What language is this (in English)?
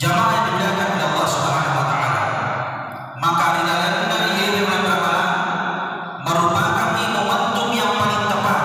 Buginese